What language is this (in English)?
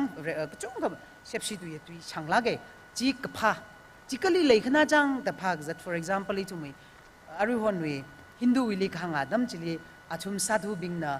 Tangkhul Naga (India)